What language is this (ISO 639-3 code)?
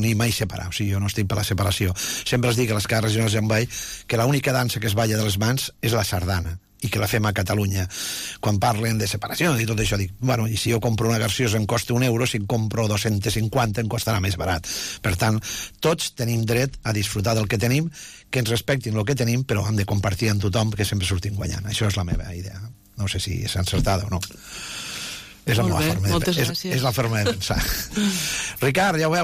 cat